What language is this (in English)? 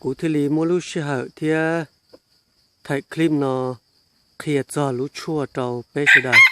Hmong